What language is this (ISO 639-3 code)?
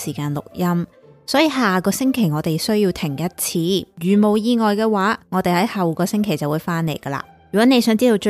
yue